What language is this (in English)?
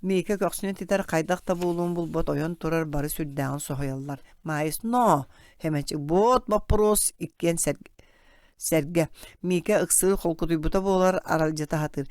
Yakut